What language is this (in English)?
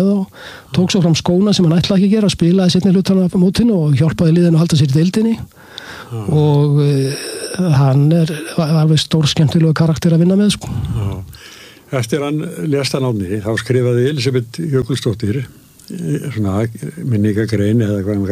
Icelandic